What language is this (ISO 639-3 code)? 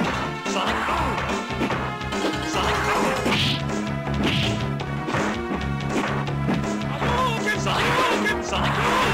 jpn